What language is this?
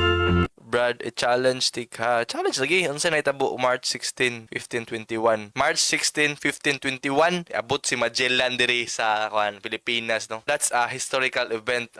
Cebuano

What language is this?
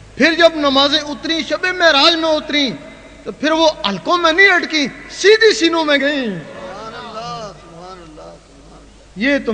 Urdu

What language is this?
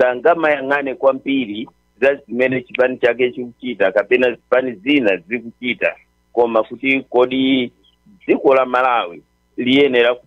Nyanja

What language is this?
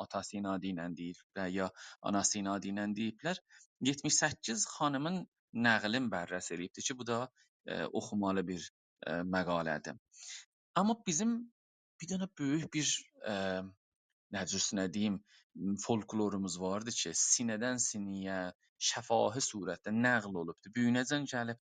South Azerbaijani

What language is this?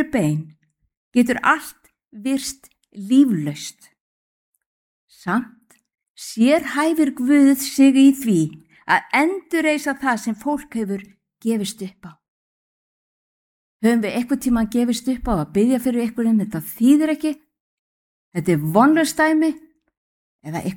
Icelandic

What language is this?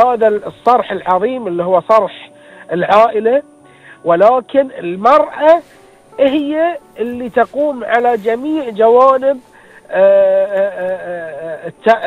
Gulf Arabic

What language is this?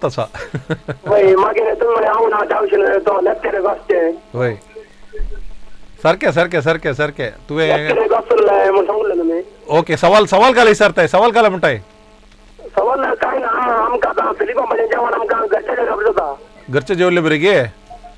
Konkani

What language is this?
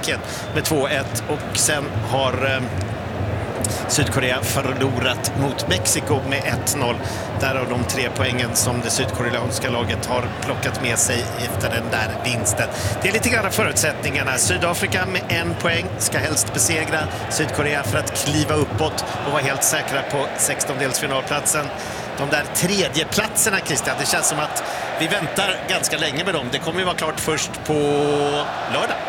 Swedish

